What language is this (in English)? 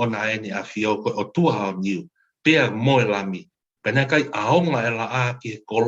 Tongan